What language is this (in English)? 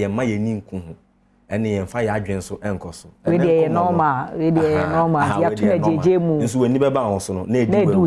Akan